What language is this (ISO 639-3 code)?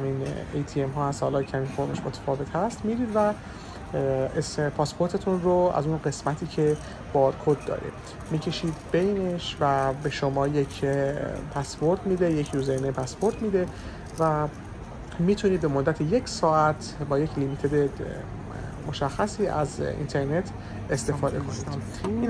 fas